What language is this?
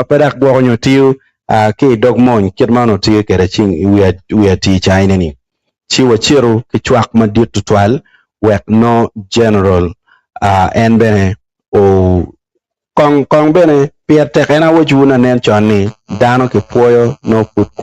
Acoli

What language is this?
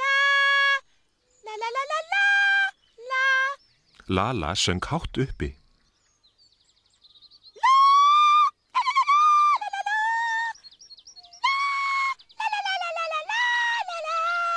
Icelandic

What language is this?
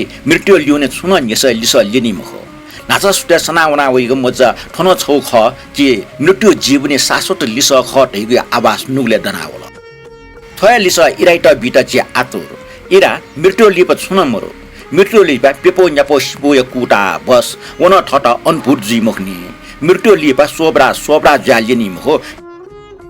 Newari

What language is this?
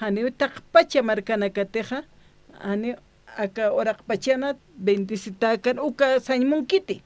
Aymara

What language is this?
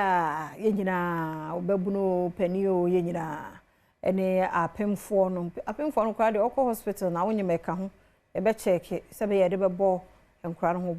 Akan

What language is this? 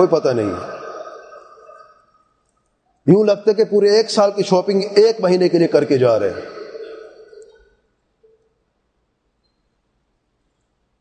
Urdu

